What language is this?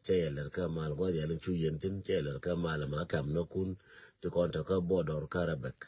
Nuer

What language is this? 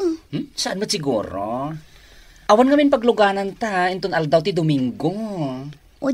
Iloko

